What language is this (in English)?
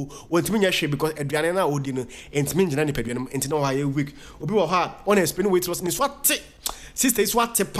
Akan